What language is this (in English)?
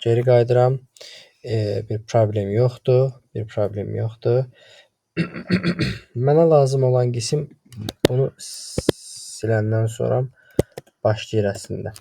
Azerbaijani